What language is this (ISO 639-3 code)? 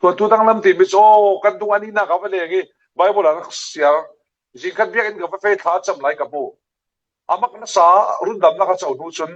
cfm